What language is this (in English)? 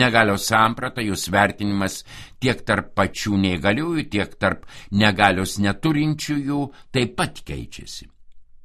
Lithuanian